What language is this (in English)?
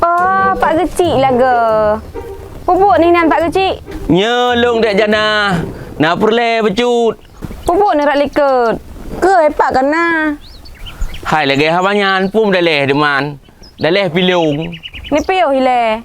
Achinese